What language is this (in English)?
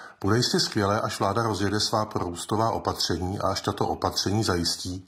Czech